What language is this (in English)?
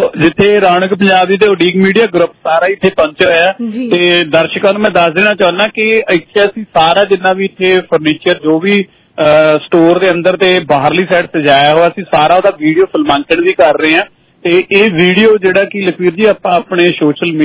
Punjabi